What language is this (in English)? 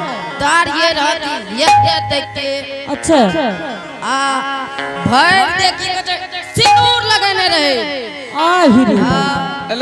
Angika